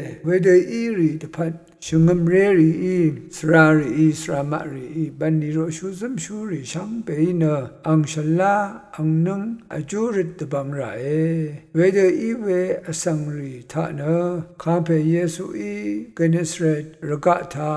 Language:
Rawang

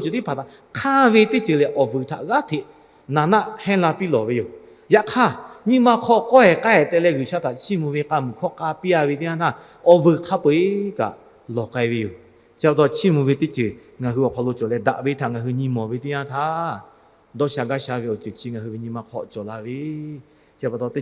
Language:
Lahu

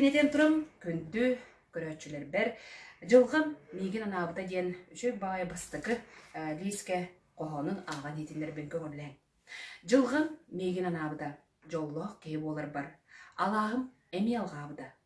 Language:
Yakut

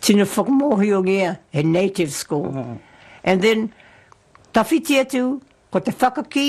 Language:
Māori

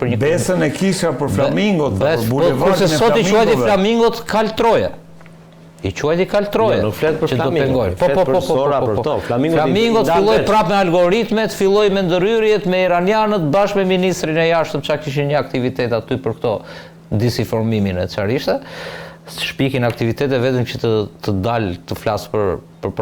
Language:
Albanian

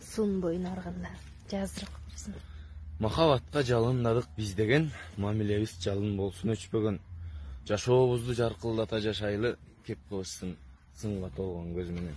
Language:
Kyrgyz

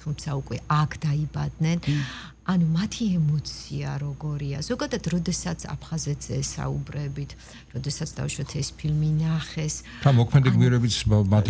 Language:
Georgian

